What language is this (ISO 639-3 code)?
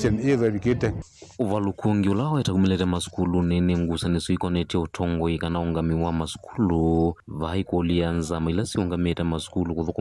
kam